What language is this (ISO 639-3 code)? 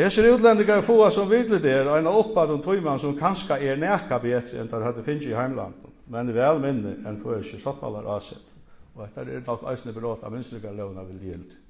fao